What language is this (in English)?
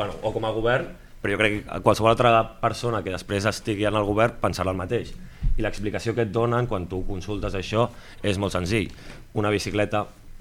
Catalan